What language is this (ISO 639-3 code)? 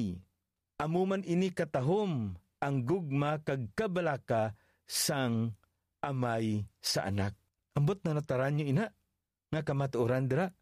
hil